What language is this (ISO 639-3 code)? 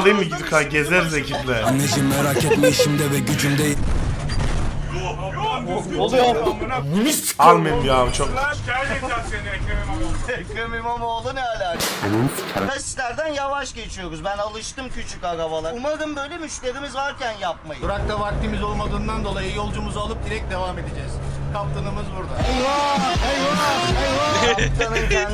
tur